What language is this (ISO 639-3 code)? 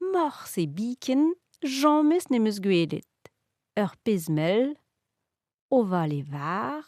bre